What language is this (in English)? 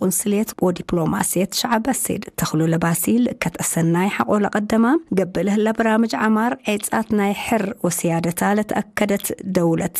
Tigrinya